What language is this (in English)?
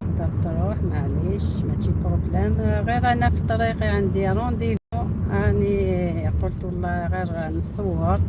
Algerian Arabic